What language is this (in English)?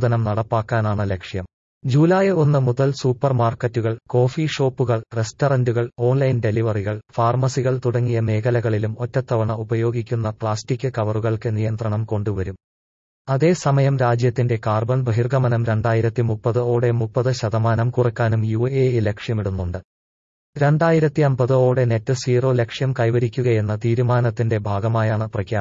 Malayalam